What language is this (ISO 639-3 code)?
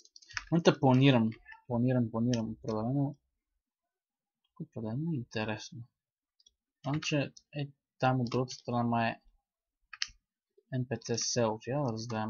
bul